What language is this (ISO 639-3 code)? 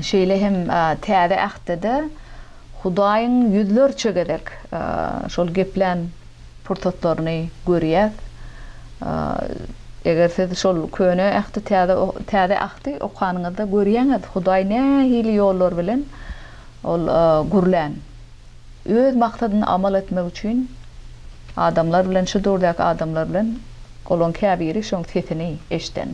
tuk